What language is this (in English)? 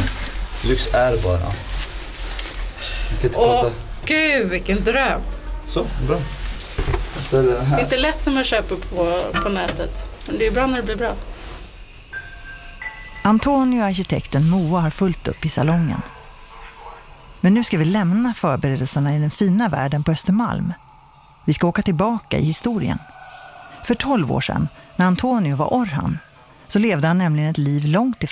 Swedish